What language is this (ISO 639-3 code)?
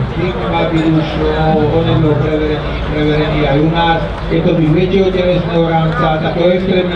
slk